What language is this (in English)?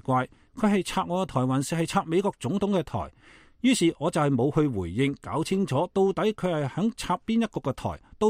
Cantonese